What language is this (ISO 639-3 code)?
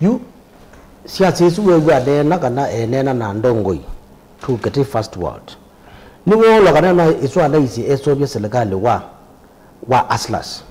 kam